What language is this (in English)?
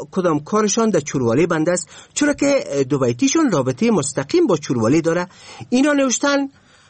Persian